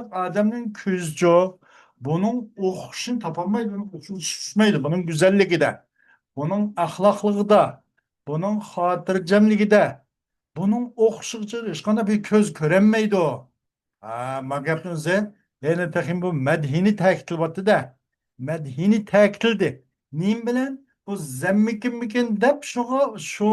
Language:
Uyghur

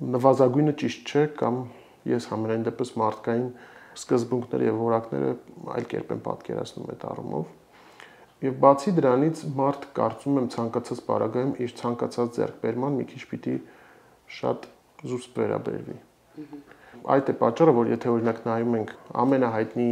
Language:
Armenian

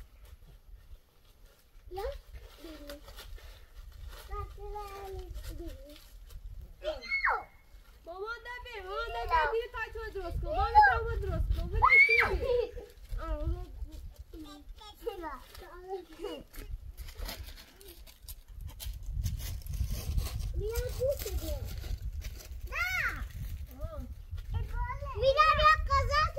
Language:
Persian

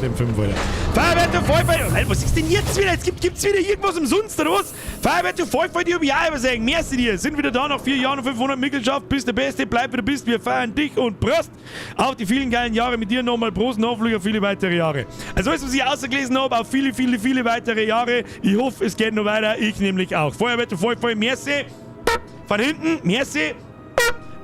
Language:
Bavarian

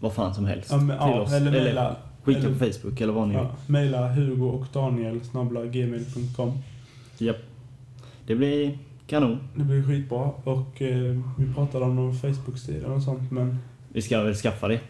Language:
Swedish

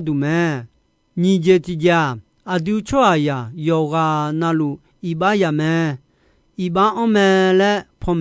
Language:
Akha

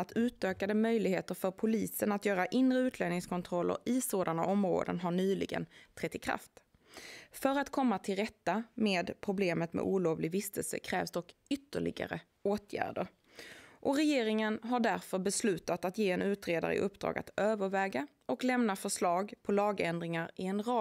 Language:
Swedish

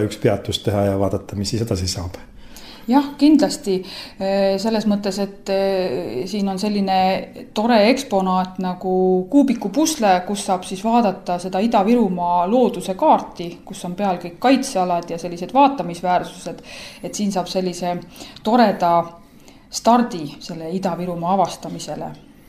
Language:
Estonian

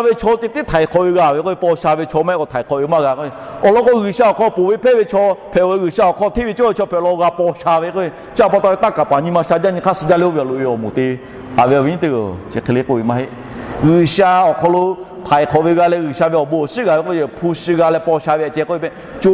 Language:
Lahu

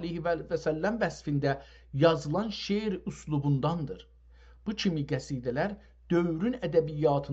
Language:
South Azerbaijani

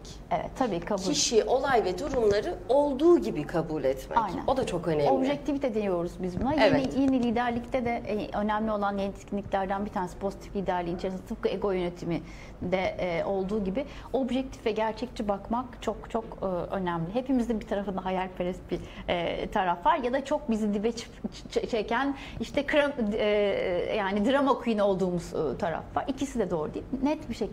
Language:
Turkish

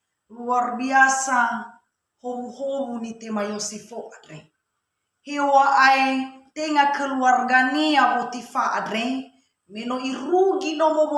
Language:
Nias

